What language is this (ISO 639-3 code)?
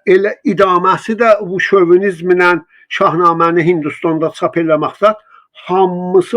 azb